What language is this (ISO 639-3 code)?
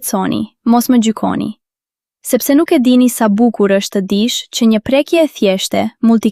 sqi